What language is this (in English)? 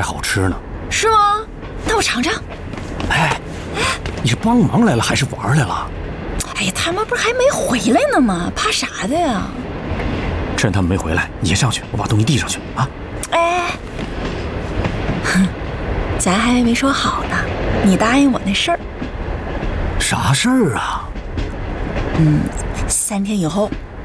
Chinese